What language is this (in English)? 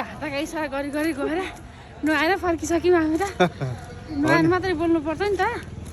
Nepali